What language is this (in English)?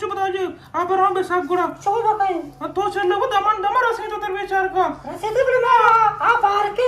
Eastern Balochi